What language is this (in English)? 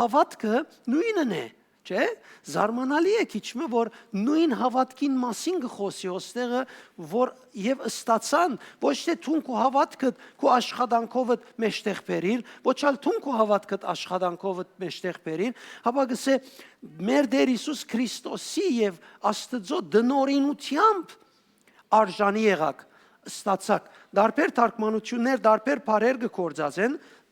Western Armenian